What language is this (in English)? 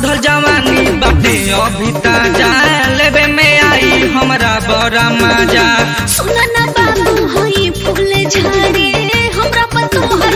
Bhojpuri